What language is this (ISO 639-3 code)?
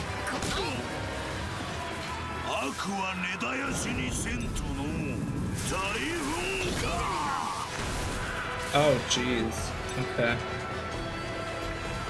jpn